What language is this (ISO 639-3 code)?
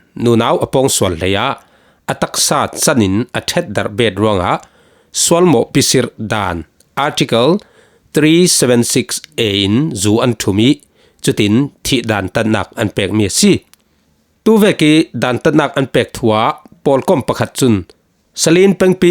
cfm